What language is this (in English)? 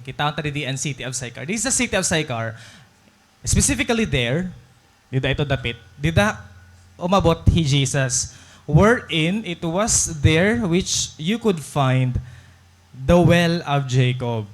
Waray